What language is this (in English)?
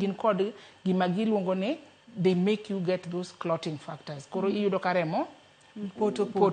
Luo (Kenya and Tanzania)